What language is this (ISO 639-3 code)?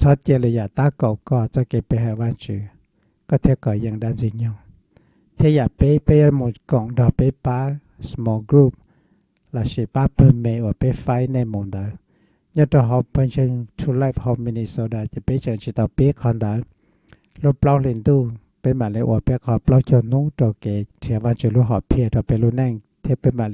hmn